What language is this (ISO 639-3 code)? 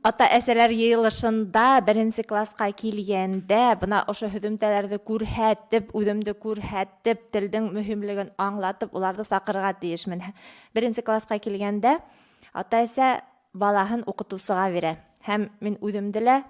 bak